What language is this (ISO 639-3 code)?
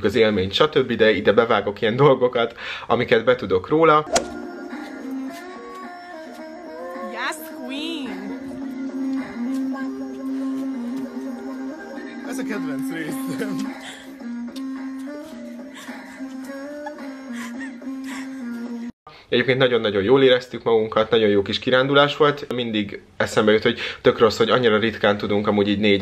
hun